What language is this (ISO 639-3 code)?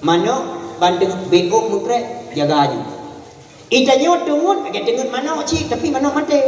ace